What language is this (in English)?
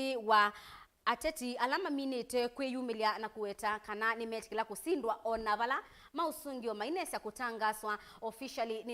Kamba